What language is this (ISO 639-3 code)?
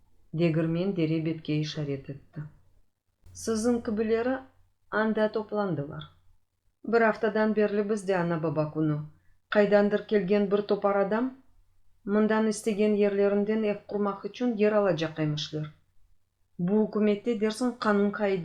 crh